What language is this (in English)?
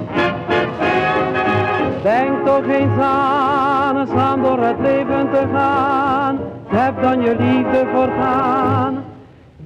Dutch